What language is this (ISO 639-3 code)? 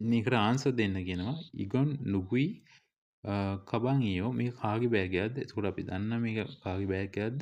sin